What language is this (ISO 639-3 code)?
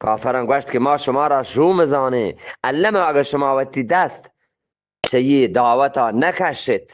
bgp